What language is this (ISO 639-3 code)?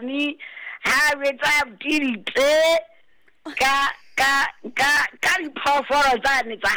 sot